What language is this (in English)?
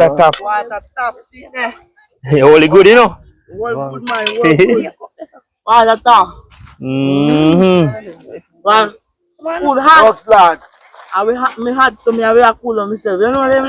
Jamaican Creole English